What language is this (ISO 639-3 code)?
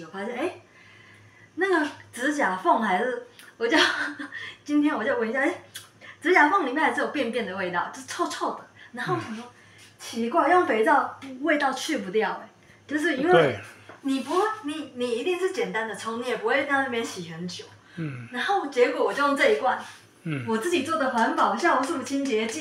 zho